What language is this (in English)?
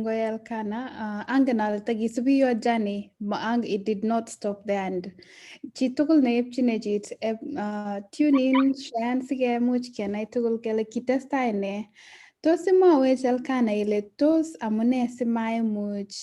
Kalenjin